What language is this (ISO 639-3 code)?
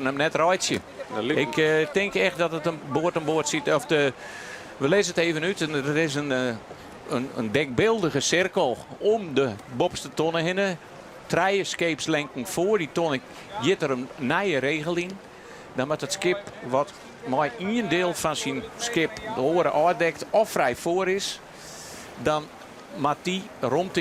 fry